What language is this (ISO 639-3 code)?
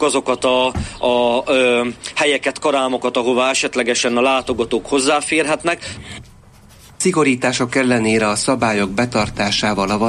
hun